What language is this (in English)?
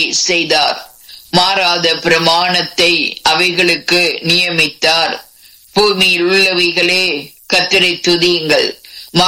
Tamil